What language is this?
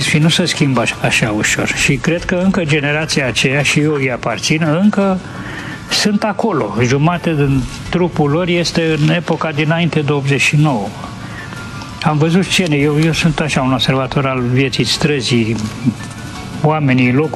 Romanian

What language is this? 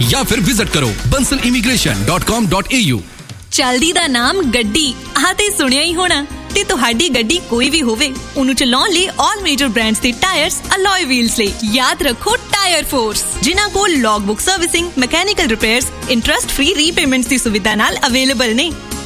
Punjabi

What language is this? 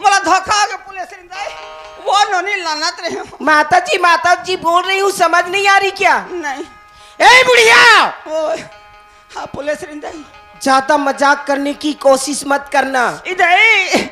Chhattisgarhi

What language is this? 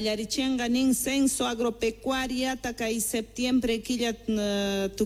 South Bolivian Quechua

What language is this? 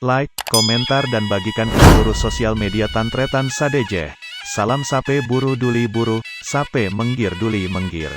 Madurese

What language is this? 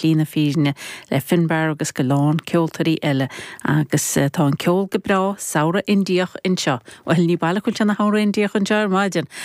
Irish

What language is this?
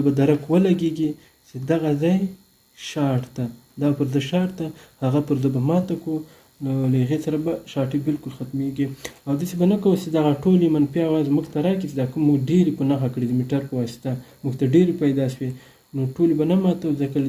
Pashto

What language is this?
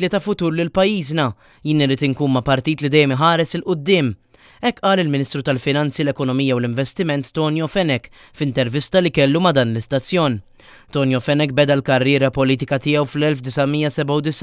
Maltese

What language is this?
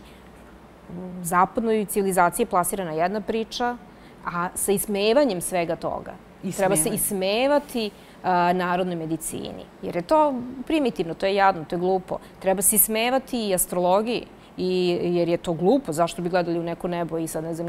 Serbian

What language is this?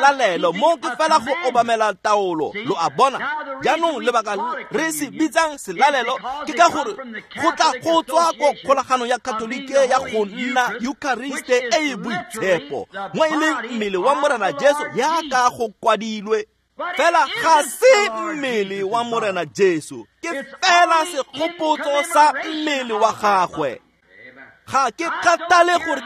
Tswana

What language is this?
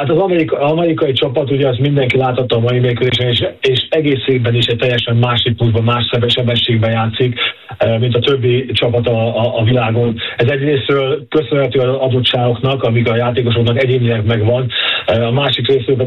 Hungarian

